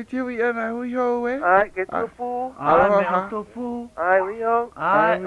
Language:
Hawaiian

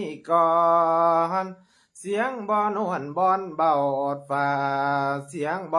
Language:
Lao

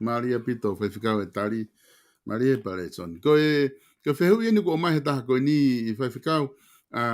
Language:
Tongan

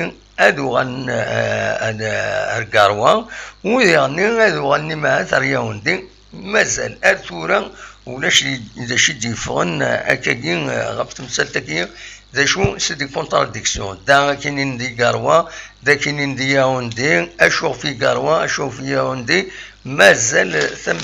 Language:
Kabyle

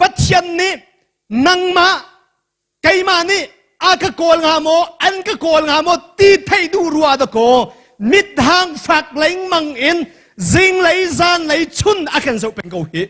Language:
Hakha Chin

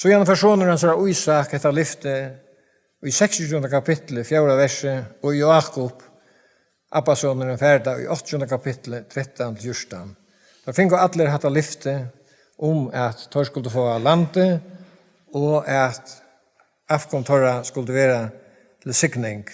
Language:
Faroese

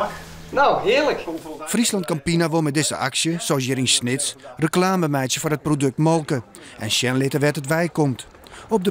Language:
Western Frisian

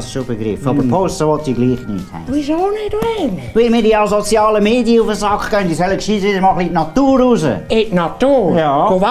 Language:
Swiss German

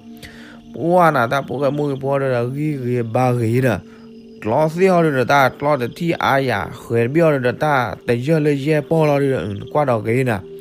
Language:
S'gaw Karen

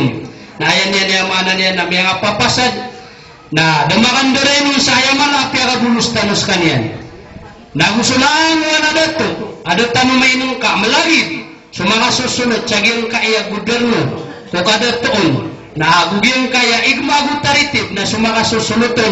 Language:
Maranao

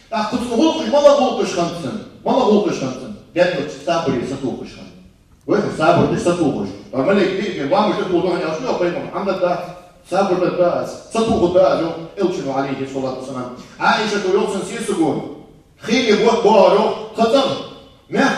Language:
Ingush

